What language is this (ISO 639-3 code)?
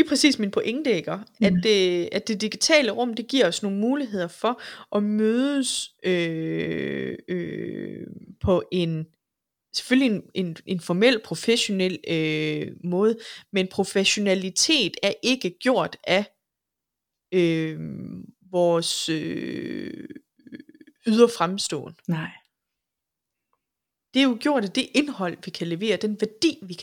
dan